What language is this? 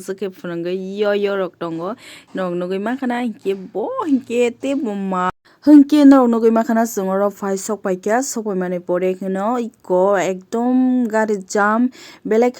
Kok Borok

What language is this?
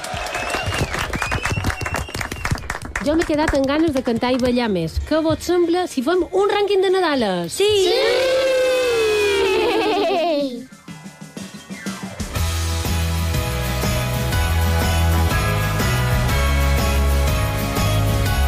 Catalan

